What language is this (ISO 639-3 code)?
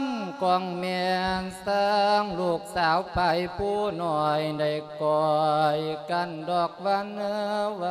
lao